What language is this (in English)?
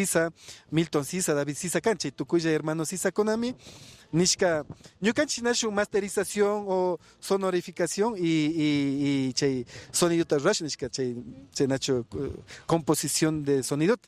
Imbabura Highland Quichua